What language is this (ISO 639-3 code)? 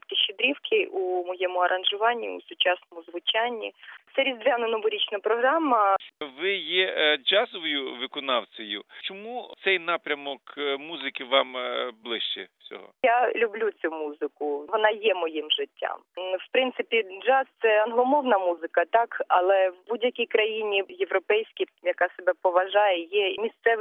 ukr